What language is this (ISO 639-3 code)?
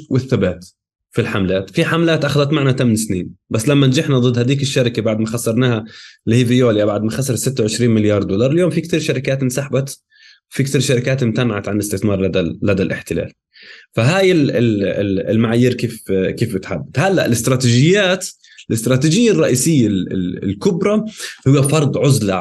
apc